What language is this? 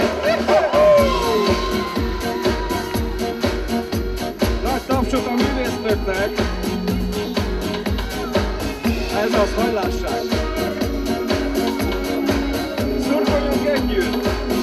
Hungarian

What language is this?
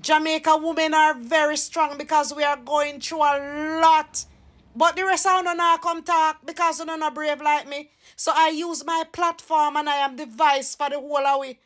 Jamaican Creole English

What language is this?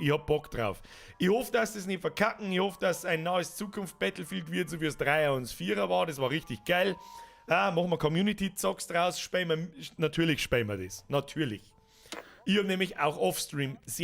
Bavarian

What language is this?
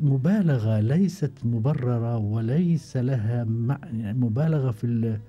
Gulf Arabic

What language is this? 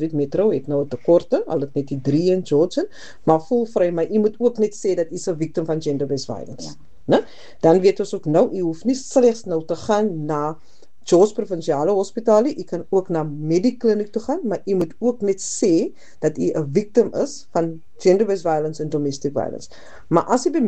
Afrikaans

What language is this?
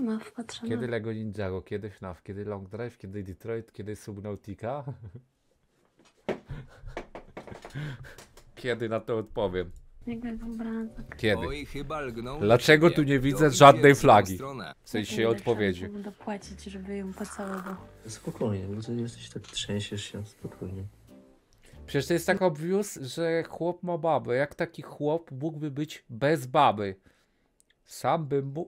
Polish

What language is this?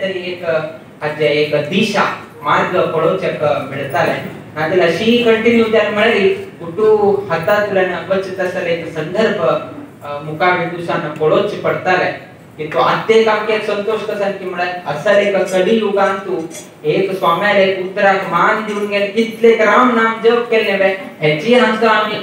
Konkani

